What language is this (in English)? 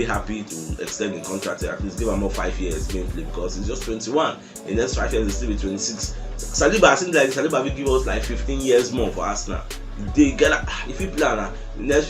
Nigerian Pidgin